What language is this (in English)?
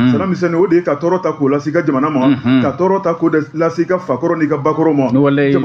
Bambara